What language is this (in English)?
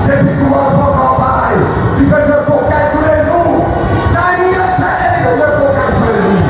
Morisyen